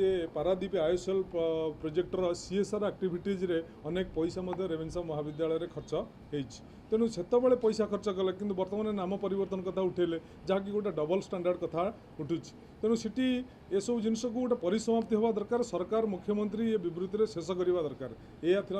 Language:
Odia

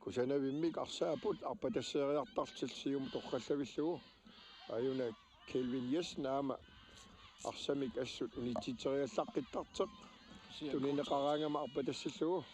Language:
Kalaallisut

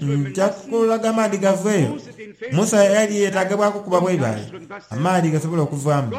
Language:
Soga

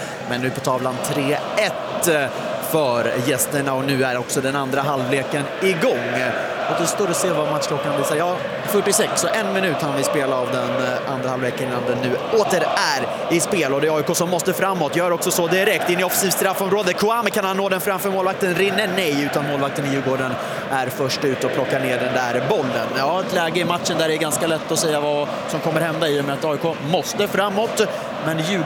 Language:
Swedish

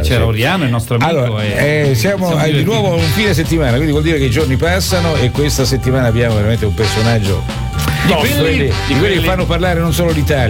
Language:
Italian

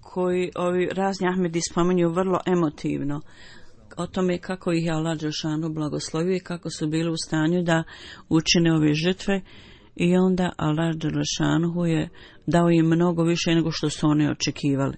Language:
Bosnian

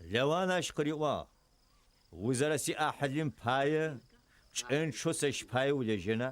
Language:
Adyghe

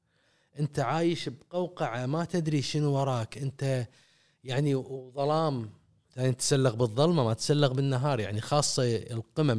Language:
Gulf Arabic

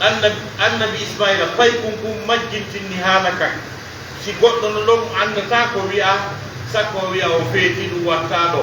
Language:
Fula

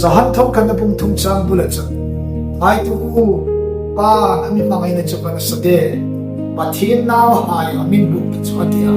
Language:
Hmar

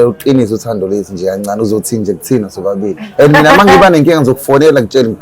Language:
Zulu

